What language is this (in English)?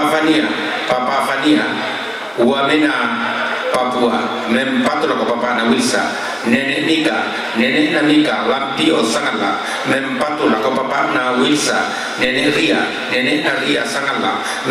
Toraja-Sa'dan